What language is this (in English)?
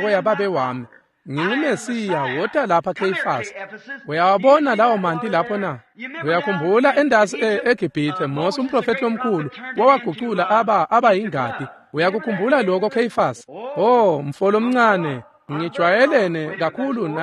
Swati